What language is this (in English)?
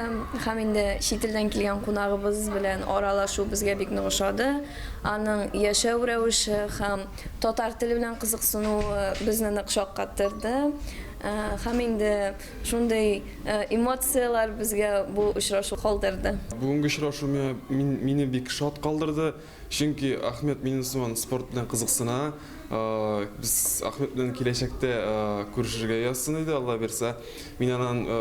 Tatar